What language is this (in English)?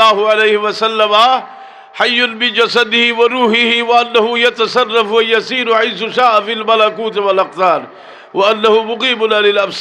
Sylheti